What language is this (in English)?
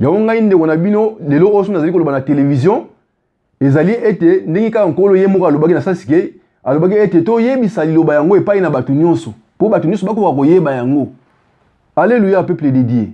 Lingala